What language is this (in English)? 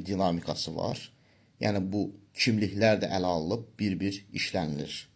Azerbaijani